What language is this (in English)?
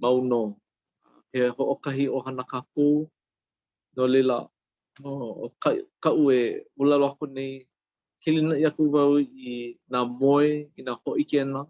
Hawaiian